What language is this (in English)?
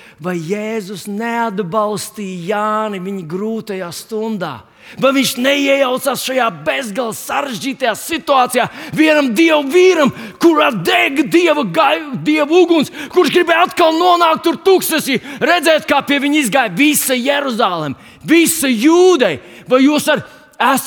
Latvian